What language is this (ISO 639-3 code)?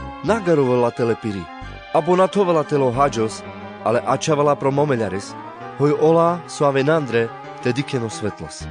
rmc